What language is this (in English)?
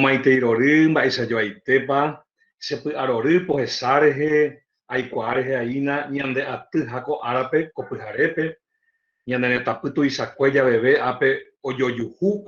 Guarani